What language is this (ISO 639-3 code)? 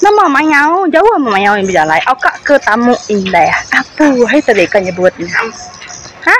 iba